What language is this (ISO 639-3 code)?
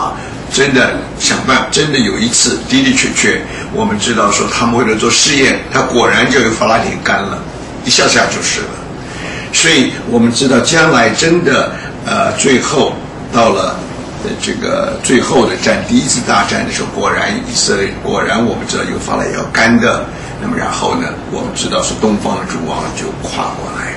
zho